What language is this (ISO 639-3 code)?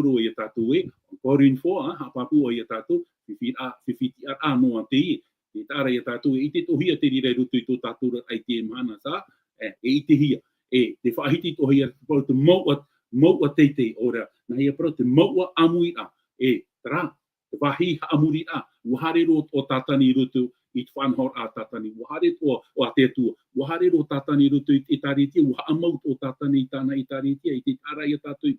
tah